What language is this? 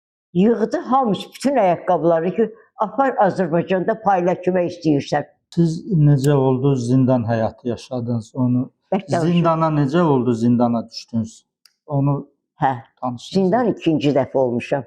Azerbaijani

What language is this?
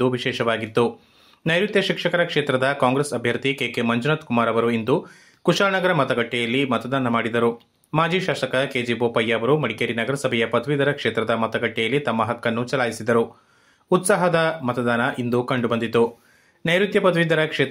Kannada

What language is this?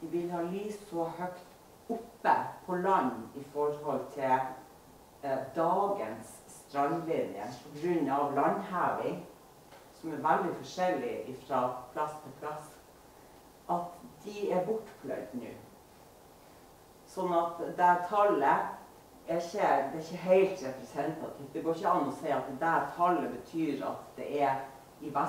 Norwegian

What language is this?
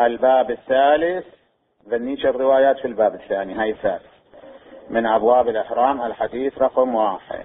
Mesopotamian Arabic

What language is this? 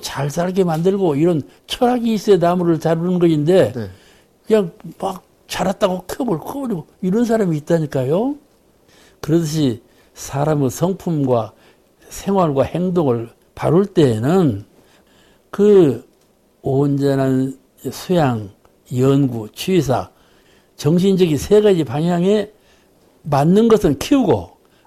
Korean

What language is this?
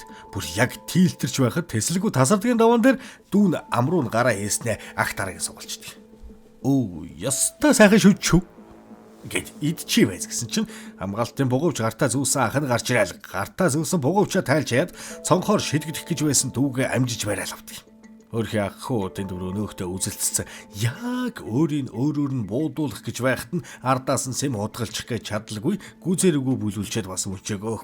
Mongolian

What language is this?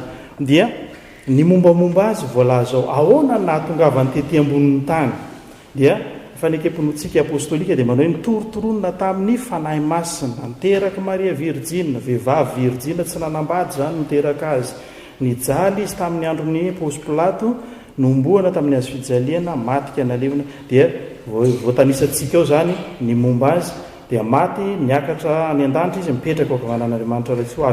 Malagasy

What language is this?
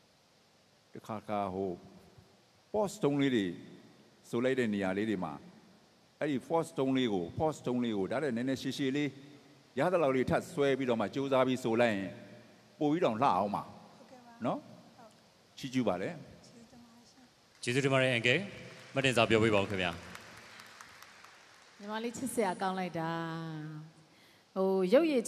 Burmese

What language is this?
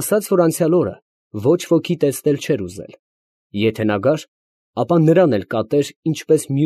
Armenian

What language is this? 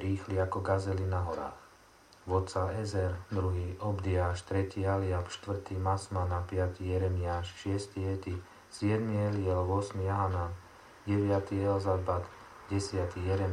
Slovak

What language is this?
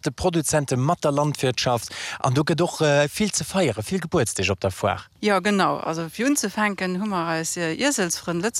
Luxembourgish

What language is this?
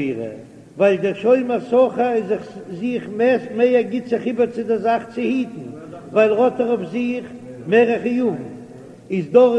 Yiddish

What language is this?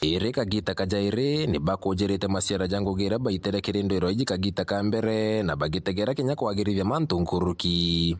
Meru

